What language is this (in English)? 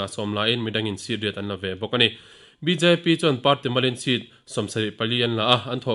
Mizo